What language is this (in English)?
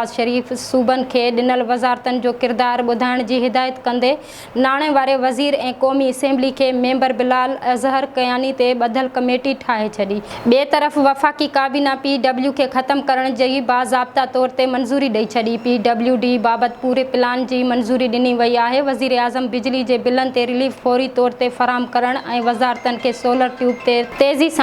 Sindhi